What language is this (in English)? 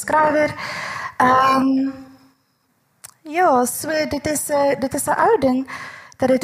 Afrikaans